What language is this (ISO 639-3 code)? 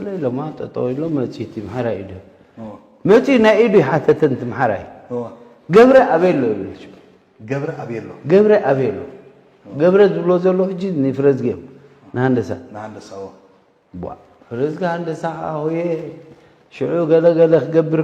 tir